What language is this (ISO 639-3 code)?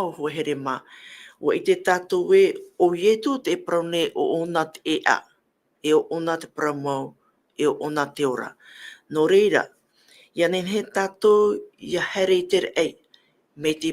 tah